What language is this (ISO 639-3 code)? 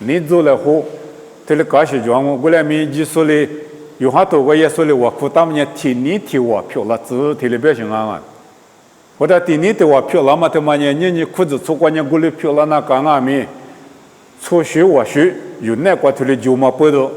lis